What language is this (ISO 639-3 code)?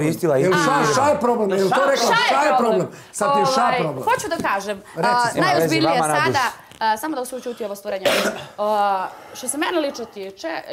srp